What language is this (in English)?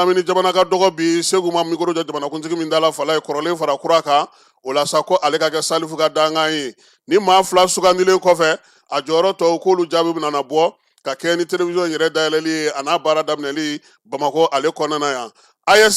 Bambara